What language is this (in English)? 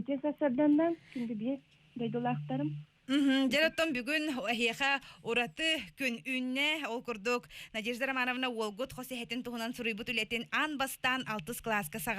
Yakut